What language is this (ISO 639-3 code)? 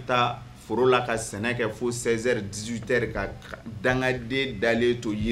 bam